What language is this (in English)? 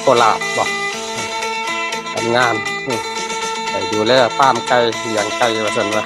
Northeastern Thai